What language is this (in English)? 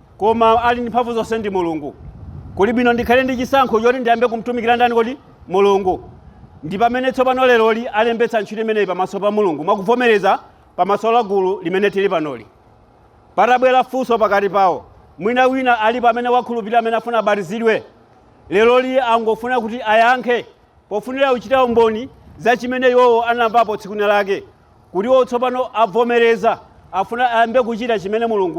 Nyanja